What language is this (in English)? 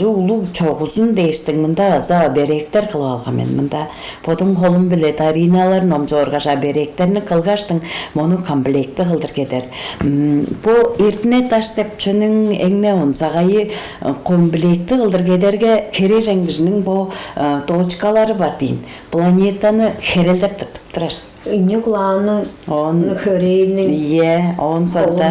Tuvinian